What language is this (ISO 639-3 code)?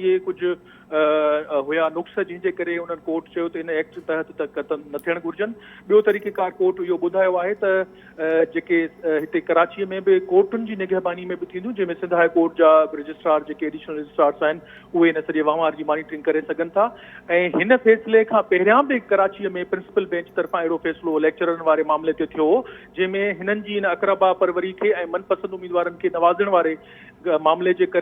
snd